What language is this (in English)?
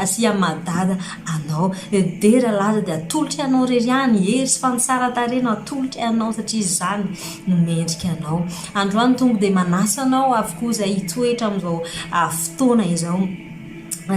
Malagasy